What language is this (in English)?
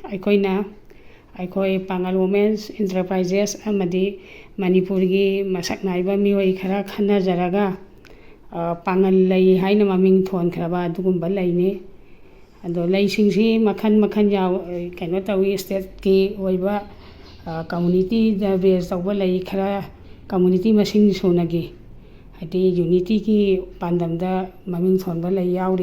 Manipuri